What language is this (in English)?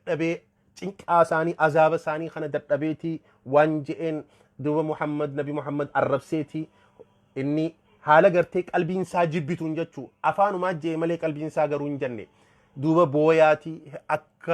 Oromo